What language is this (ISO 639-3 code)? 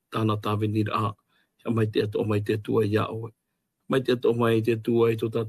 tah